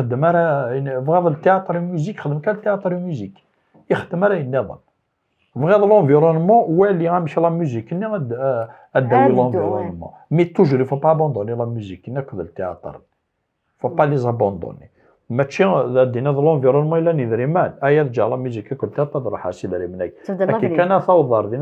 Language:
Kabyle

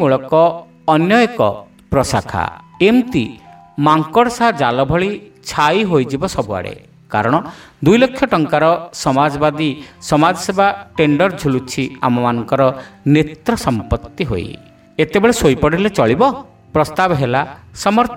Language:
Odia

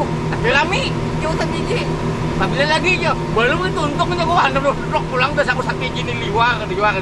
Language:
Banjar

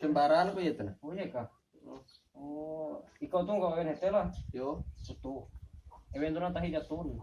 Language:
Ngaju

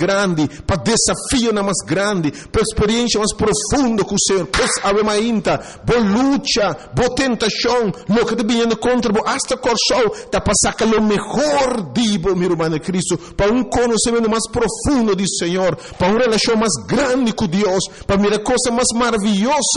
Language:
Papiamento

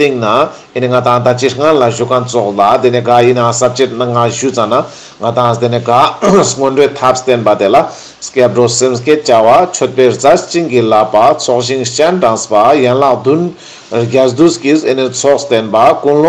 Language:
Ladakhi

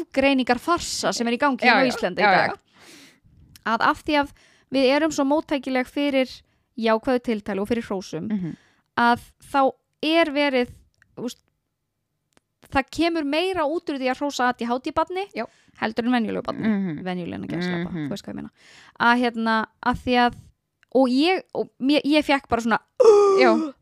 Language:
Icelandic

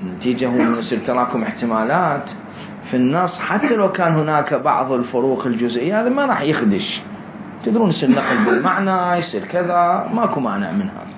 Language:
Mesopotamian Arabic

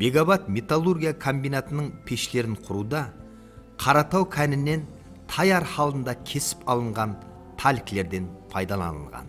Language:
Kara-Kalpak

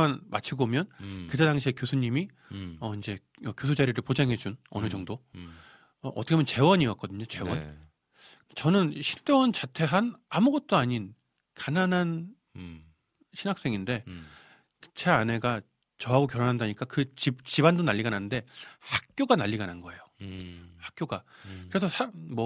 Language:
Korean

